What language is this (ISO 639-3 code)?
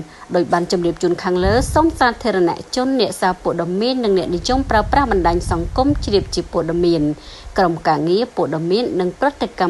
khm